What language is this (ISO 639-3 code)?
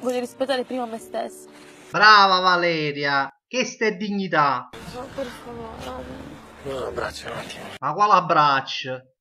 nap